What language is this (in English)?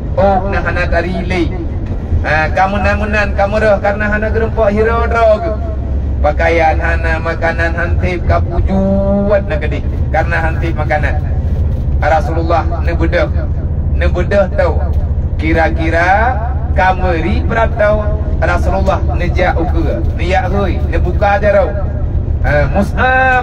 Achinese